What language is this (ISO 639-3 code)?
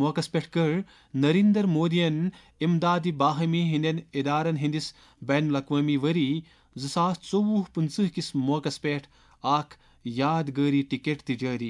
kas